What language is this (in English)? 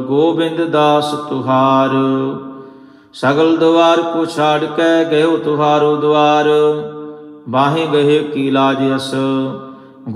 Punjabi